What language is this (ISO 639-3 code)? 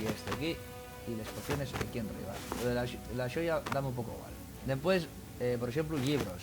ast